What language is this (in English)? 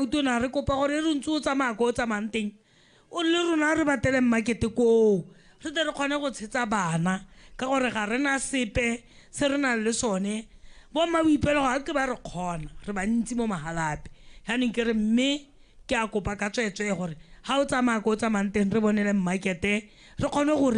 Tswana